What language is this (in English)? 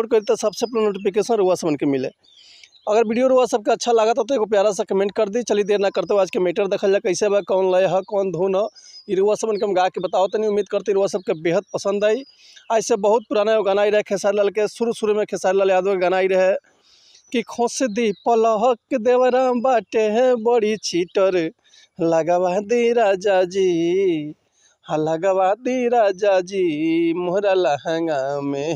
Bhojpuri